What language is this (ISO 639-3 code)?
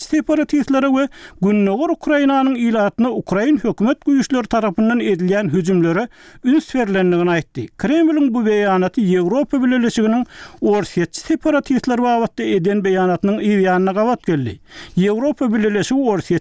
tuk